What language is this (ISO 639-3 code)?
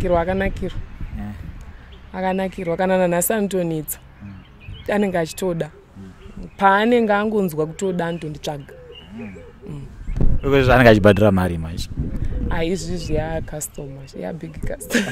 sna